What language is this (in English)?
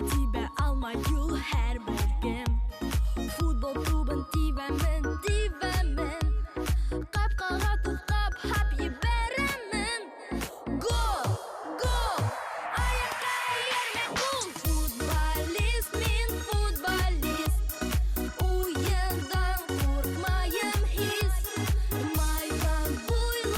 Bashkir